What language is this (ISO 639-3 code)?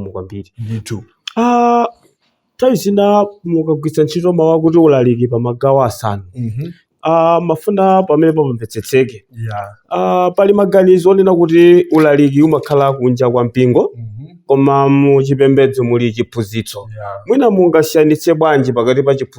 nya